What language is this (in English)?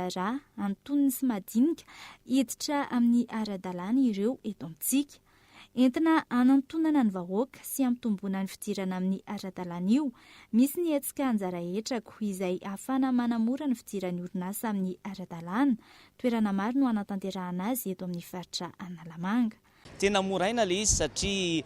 Malagasy